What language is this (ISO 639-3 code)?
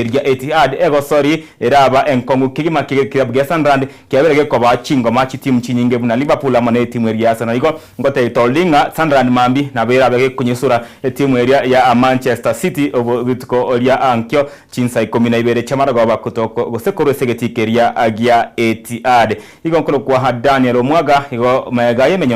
guz